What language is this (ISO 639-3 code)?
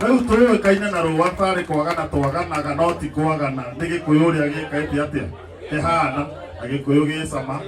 kik